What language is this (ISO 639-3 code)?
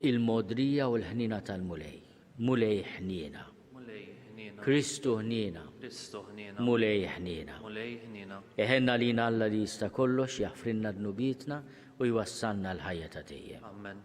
mlt